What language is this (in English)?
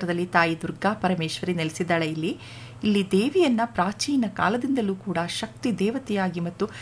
Kannada